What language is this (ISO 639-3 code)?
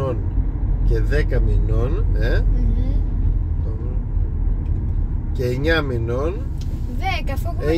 ell